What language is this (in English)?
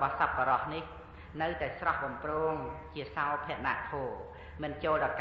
Khmer